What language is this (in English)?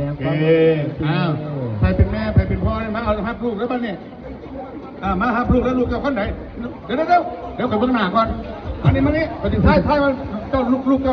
Lao